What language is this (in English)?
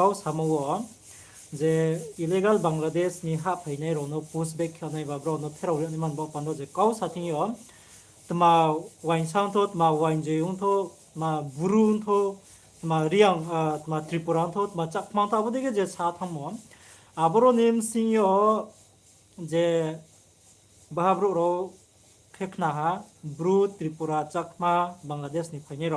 Riang (India)